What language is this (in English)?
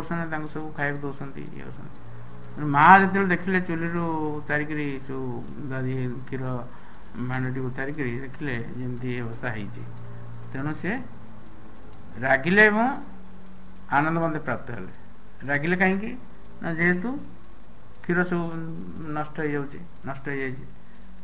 Odia